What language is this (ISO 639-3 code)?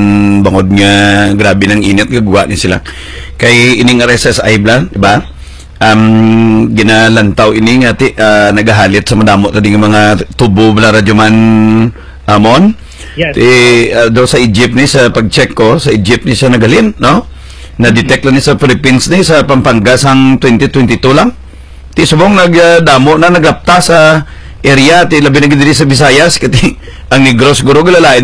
hil